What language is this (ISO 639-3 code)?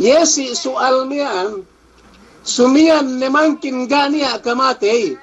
yka